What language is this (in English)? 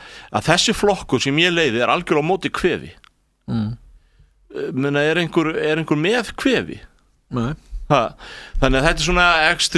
Icelandic